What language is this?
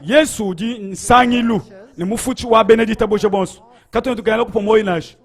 Luba-Lulua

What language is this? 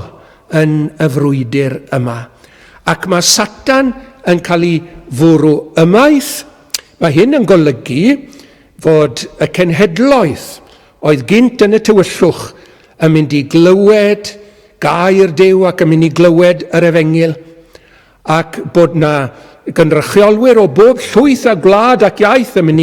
Welsh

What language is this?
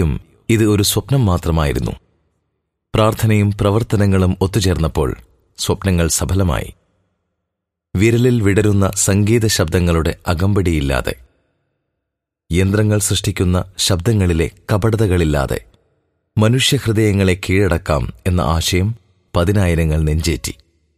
Malayalam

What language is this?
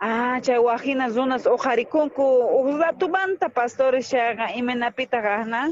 South Bolivian Quechua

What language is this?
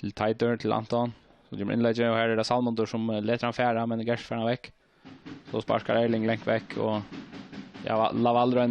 Faroese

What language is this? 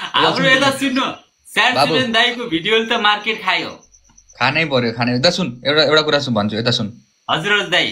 Nepali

